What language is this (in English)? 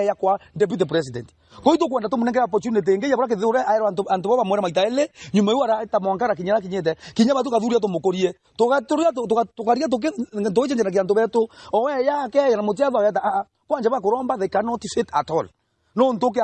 Meru